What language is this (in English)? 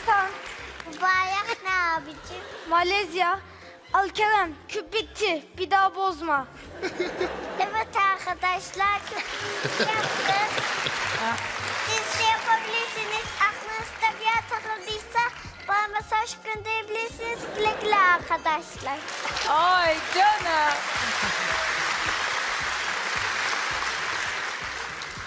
Turkish